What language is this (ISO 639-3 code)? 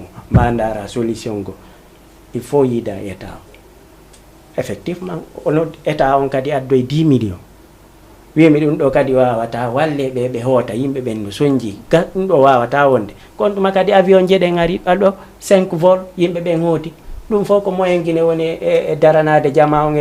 ful